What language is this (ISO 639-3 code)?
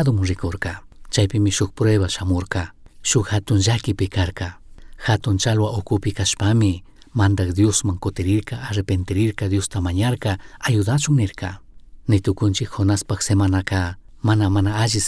qug